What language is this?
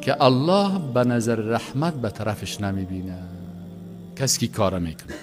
Persian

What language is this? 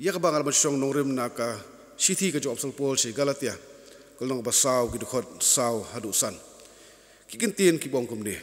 Khasi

